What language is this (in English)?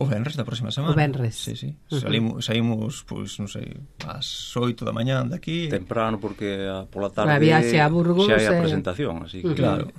Galician